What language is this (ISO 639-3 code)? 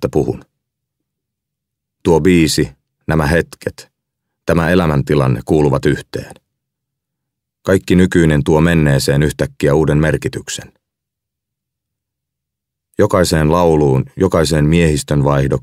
fin